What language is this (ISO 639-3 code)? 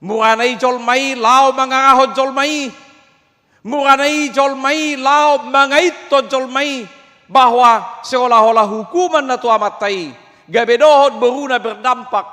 bbc